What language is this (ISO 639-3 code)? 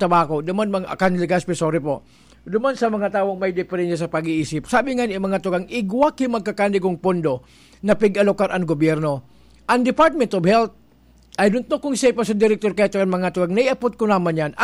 bik